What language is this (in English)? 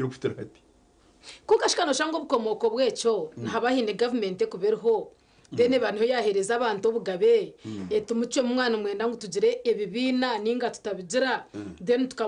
Nyankole